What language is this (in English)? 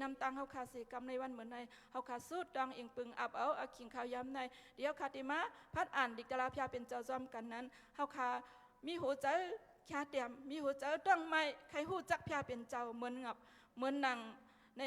Shan